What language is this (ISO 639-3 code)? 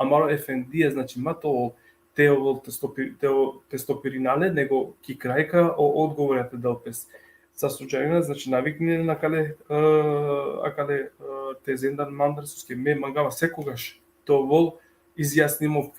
rmn